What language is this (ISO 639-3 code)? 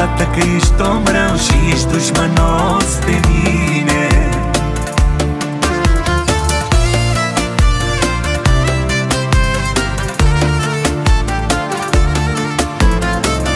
ron